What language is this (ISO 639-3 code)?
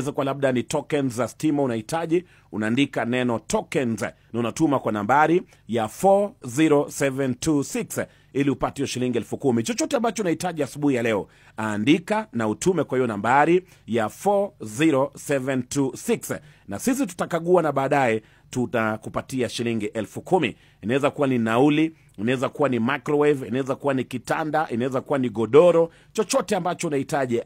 swa